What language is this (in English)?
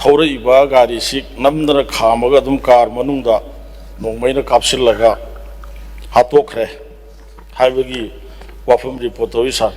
Manipuri